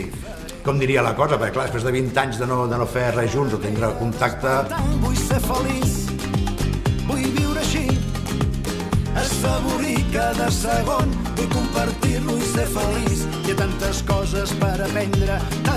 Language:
Catalan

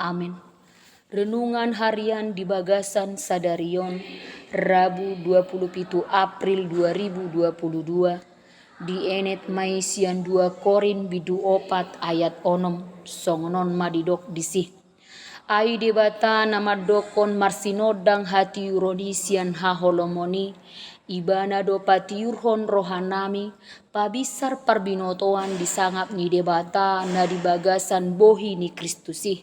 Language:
Batak Toba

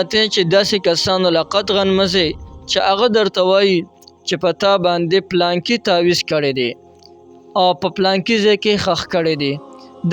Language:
Pashto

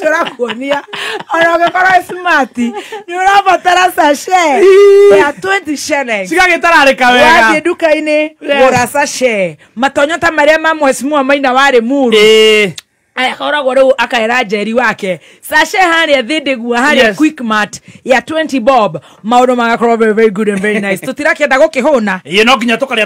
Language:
Kikuyu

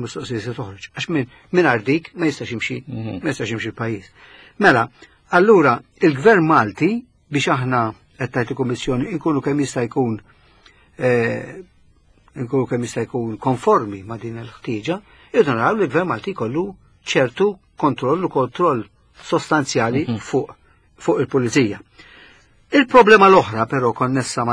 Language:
Maltese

